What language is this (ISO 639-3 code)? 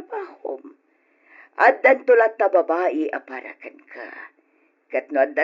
ilo